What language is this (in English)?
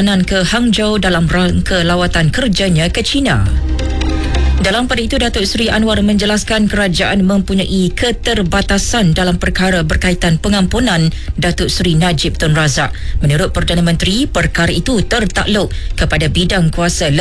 Malay